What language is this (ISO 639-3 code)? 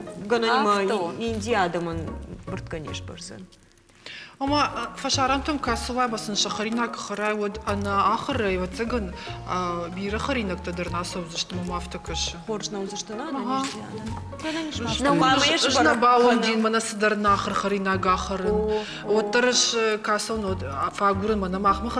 oss